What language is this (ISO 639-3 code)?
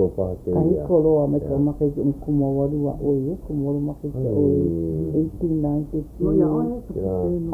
haw